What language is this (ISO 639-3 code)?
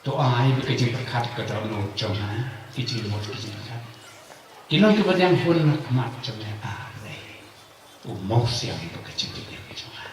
kha